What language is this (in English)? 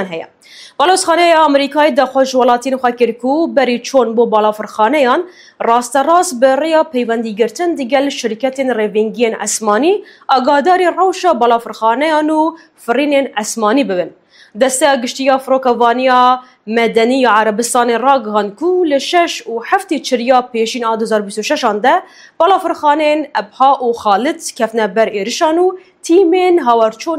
Kurdish